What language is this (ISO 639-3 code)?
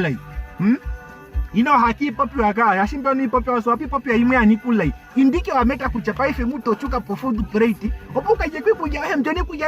ndo